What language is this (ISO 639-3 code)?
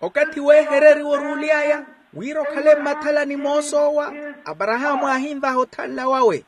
vmw